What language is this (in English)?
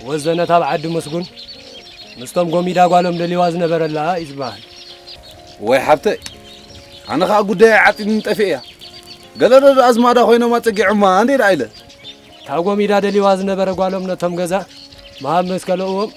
Tigrinya